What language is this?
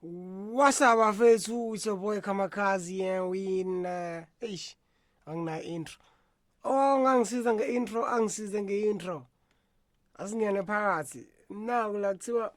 Zulu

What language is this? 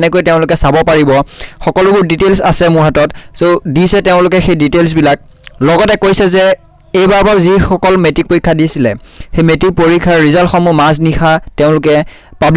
Assamese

